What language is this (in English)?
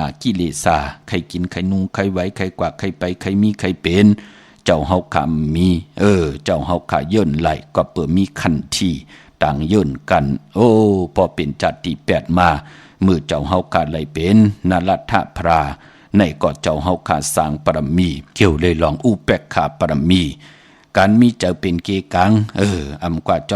Shan